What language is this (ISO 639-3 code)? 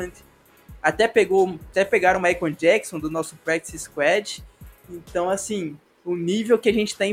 por